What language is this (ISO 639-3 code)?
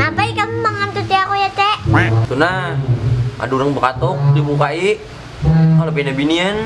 bjn